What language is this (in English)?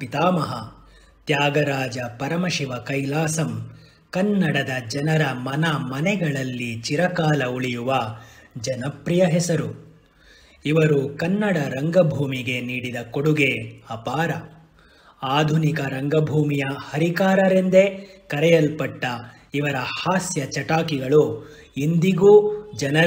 Kannada